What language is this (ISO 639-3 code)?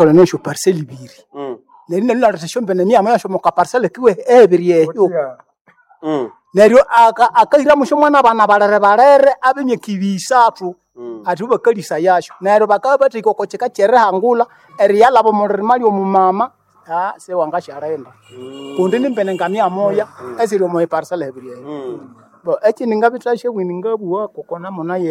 nnb